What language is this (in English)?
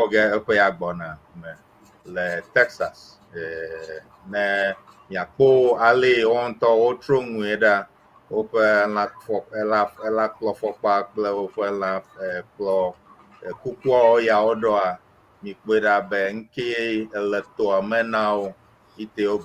Ewe